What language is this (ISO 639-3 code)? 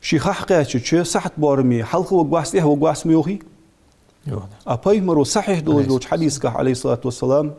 inh